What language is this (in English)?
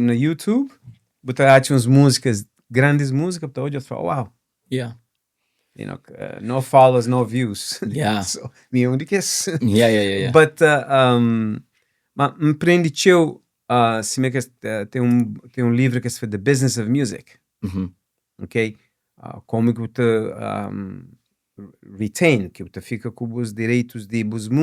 Kabuverdianu